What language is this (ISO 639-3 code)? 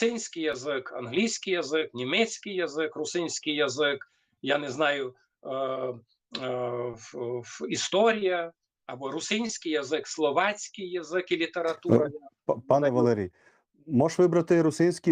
rue